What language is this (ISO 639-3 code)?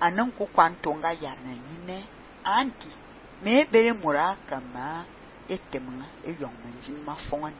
fan